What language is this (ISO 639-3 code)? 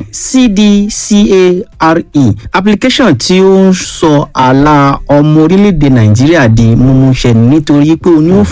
yor